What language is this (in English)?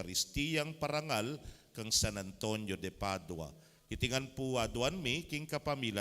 Pampanga